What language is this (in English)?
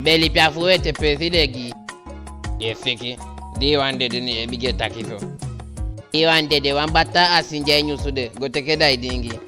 Eastern Maroon Creole